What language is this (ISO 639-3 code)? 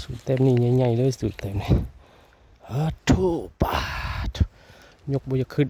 tts